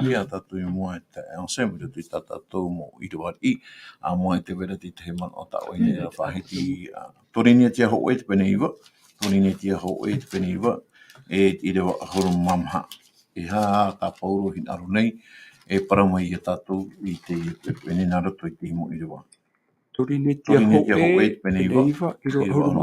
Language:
Tahitian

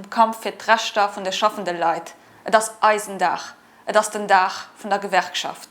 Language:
Luxembourgish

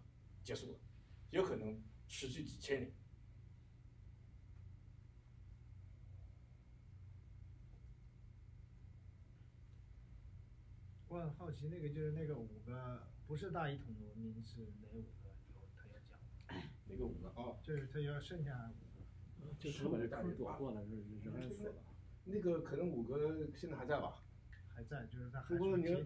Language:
Chinese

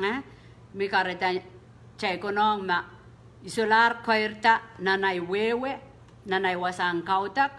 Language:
Pohnpeian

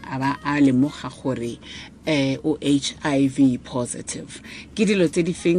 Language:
Tswana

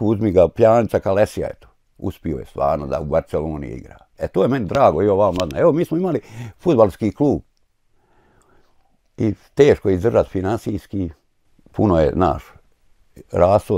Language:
Bosnian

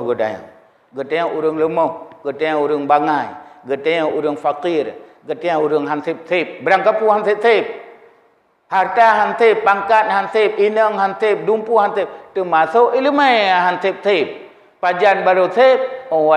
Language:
Achinese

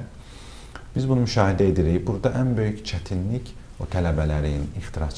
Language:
Azerbaijani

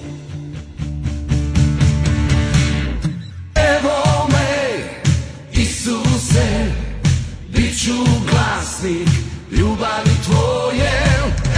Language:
Croatian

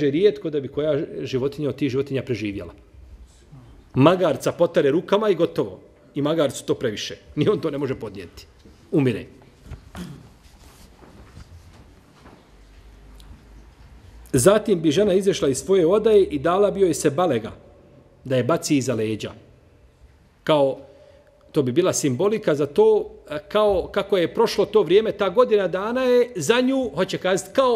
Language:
Bosnian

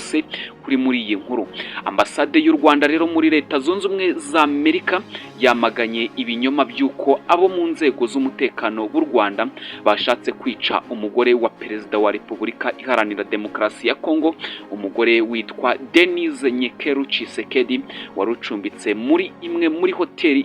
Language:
Kinyarwanda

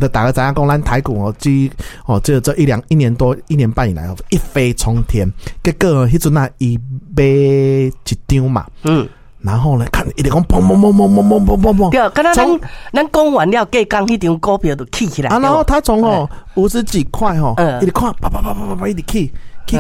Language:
Min Nan Chinese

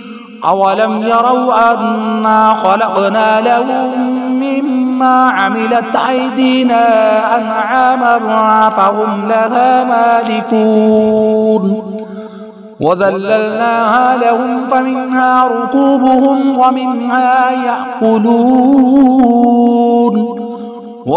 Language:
Arabic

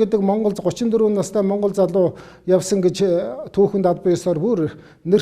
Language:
Mongolian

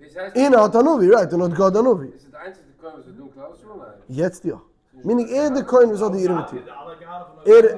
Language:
Yiddish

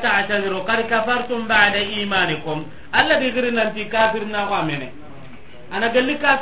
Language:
Soninke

